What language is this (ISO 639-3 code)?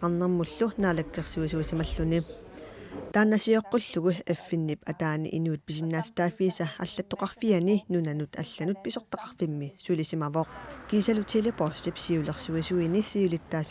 kal